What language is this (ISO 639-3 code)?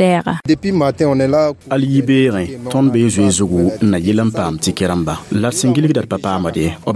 mos